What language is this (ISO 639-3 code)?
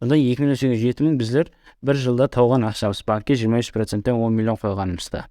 kaa